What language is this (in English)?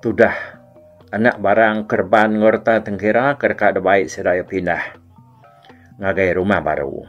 Iban